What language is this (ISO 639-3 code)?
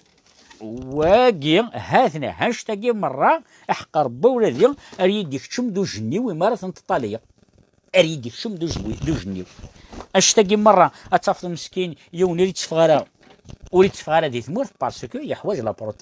kab